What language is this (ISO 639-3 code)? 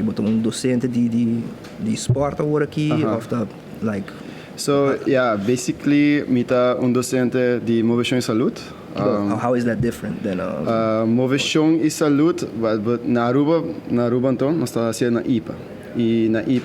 pap